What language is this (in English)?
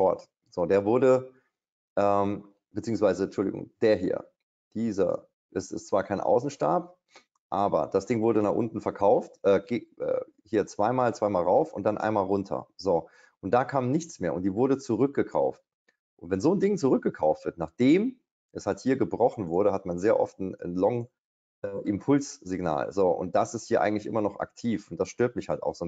German